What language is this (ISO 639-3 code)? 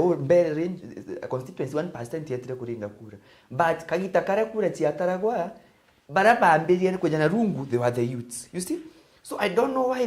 mer